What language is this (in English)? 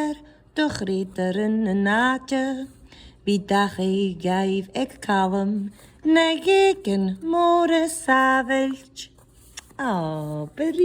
Scottish Gaelic